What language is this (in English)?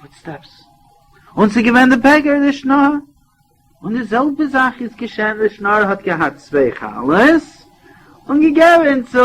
Yiddish